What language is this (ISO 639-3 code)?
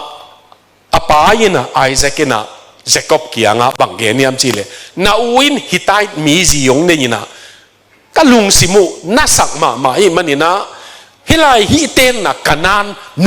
ctd